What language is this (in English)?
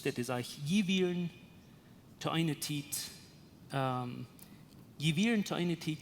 Plautdietsch